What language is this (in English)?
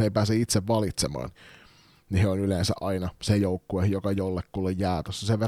Finnish